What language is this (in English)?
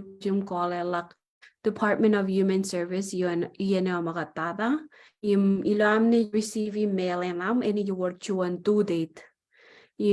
Marshallese